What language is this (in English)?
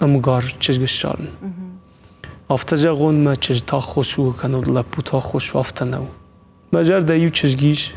Ossetic